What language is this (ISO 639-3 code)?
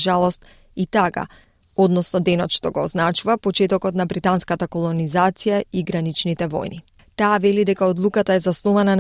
mkd